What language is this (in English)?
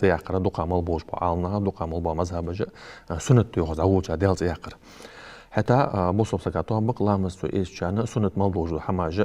Ingush